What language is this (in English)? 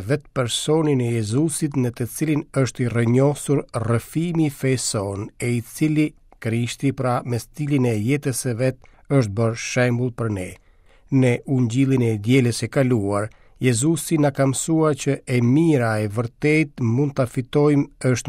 Albanian